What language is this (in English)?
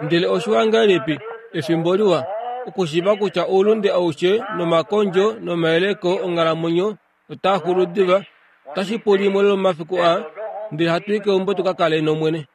Kuanyama